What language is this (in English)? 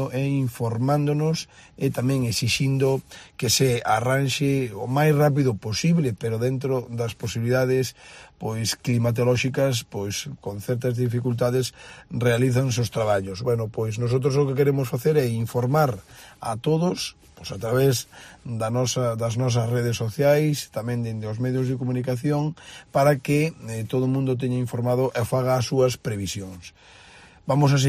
Galician